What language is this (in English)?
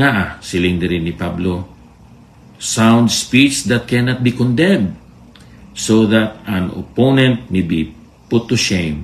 Hiligaynon